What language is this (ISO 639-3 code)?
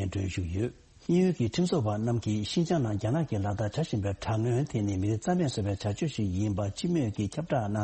bod